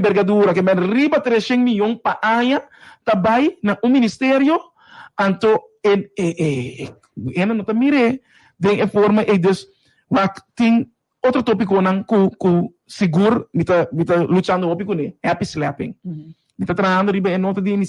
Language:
Papiamento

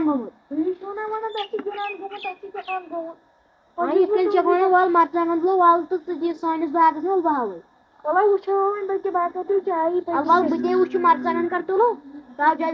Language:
Kashmiri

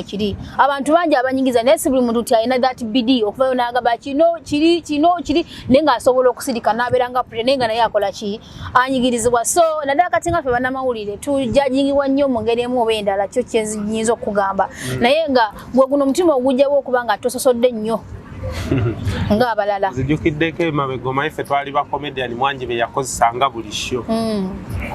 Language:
Ganda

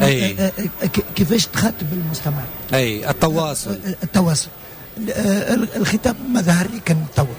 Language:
Tunisian Arabic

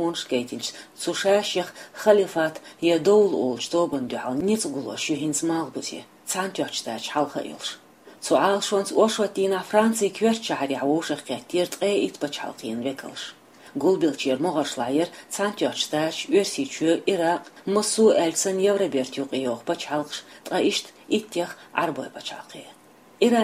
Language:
Chechen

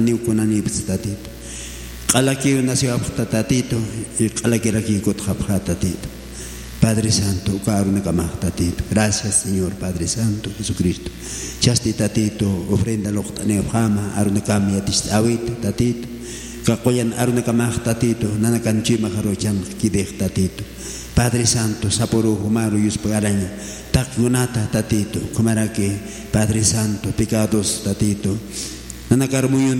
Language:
Aymara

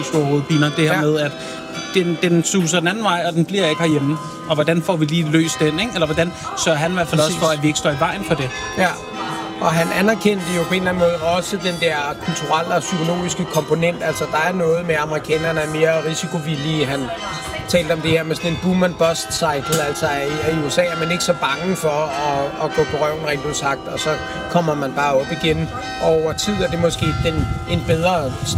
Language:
Danish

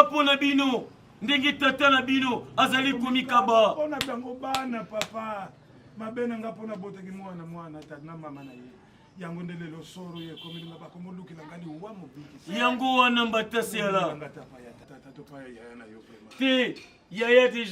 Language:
Lingala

